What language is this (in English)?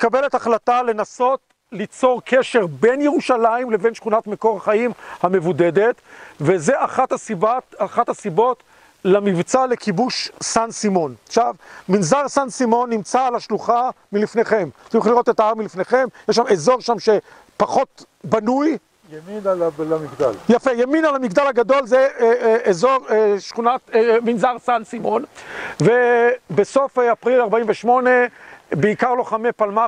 Hebrew